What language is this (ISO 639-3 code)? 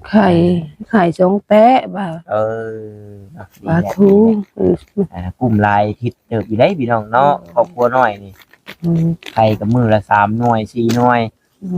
tts